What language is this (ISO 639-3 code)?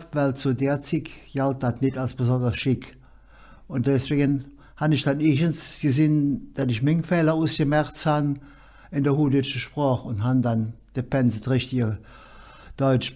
ksh